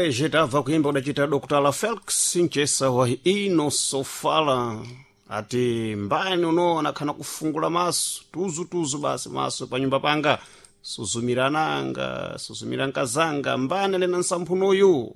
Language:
Sena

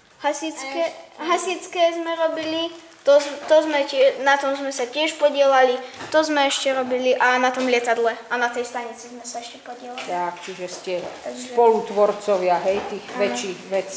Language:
Slovak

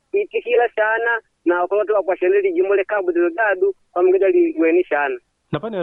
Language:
Makonde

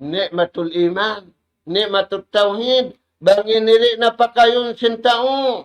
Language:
Tausug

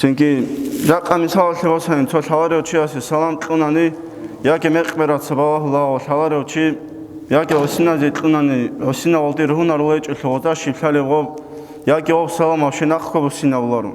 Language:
Avaric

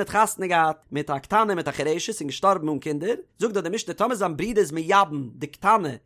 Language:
Yiddish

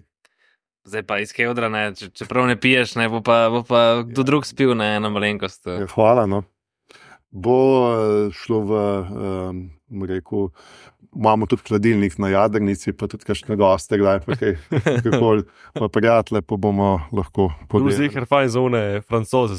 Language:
Slovenian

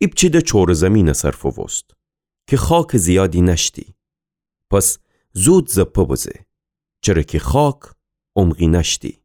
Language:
Gilaki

